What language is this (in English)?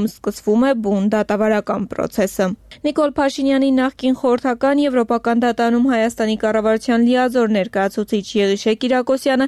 Armenian